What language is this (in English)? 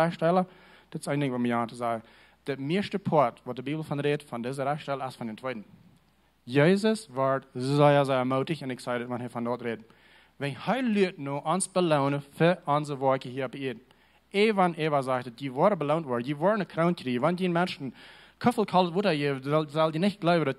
Plautdietsch